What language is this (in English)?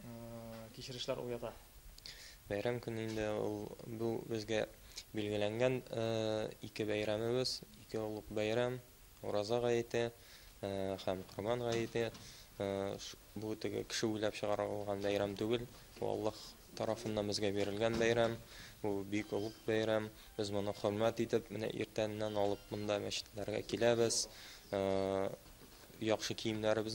Tatar